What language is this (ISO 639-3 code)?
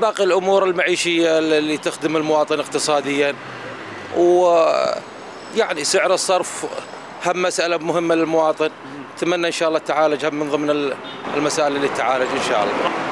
acm